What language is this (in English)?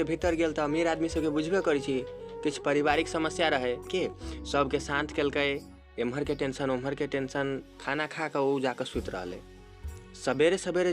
Maithili